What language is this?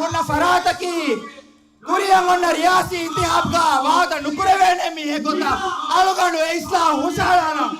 Divehi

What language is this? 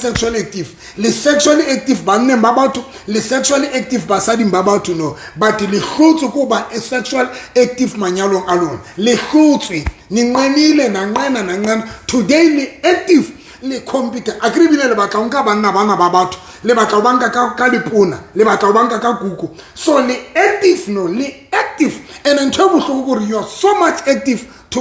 Southern Sotho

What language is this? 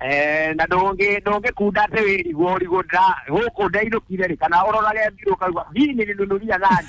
Kikuyu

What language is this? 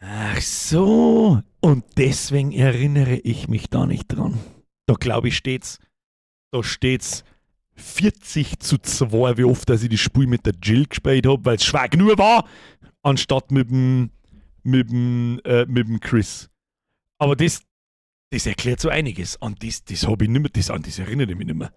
Bavarian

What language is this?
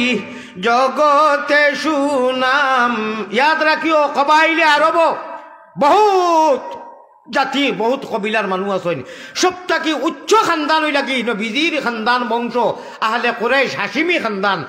Sylheti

